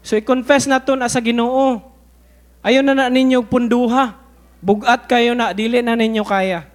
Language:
Cebuano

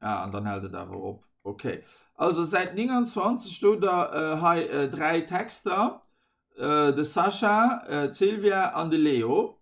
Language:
Luxembourgish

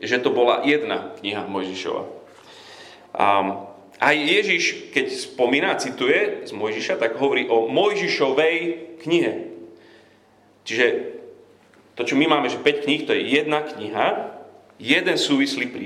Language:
Slovak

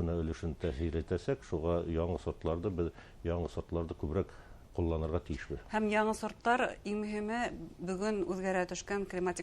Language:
Bashkir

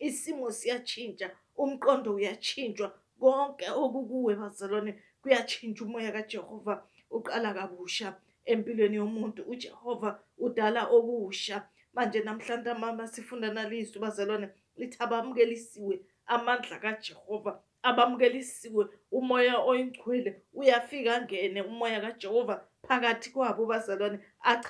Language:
Zulu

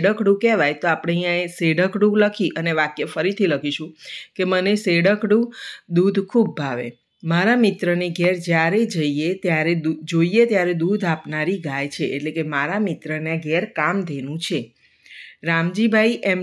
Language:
Gujarati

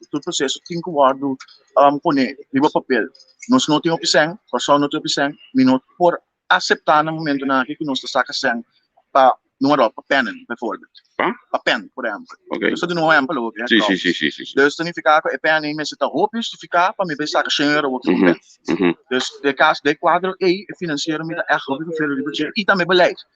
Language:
Papiamento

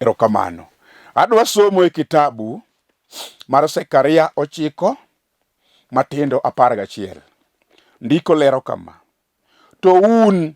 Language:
Luo (Kenya and Tanzania)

